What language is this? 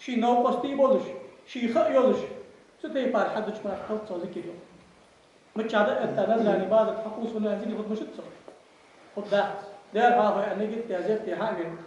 Ingush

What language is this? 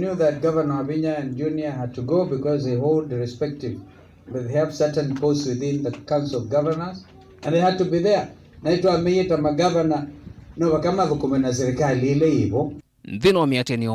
Kamba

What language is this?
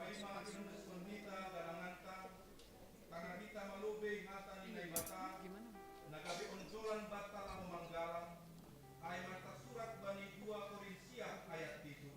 Batak Simalungun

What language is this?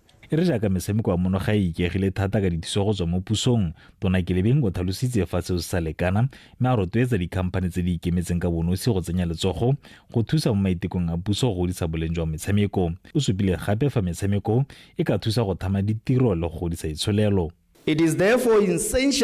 Tswana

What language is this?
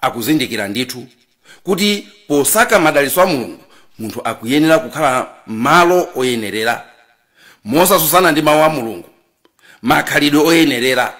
Nyanja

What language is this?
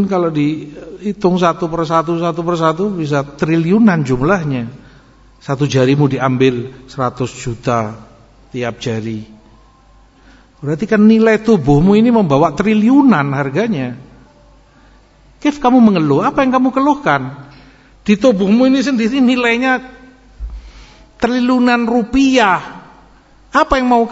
Indonesian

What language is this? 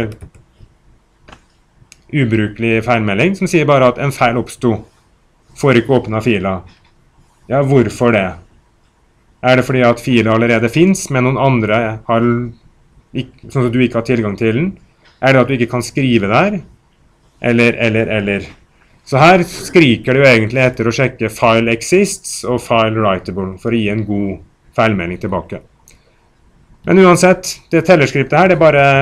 Norwegian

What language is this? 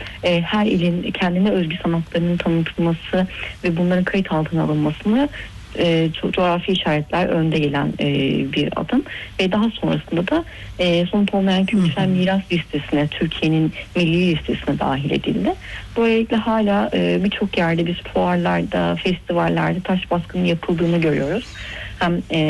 Turkish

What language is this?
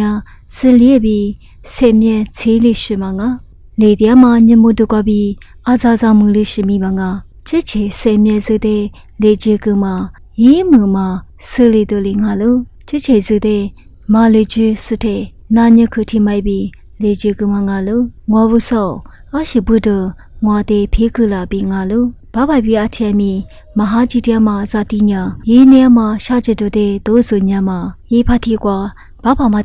Lisu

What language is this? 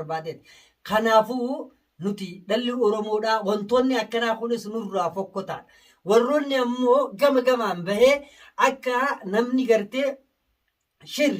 Oromo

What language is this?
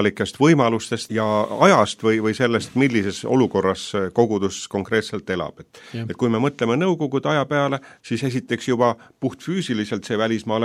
Estonian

